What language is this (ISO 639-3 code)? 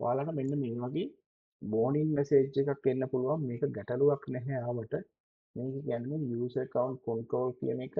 sin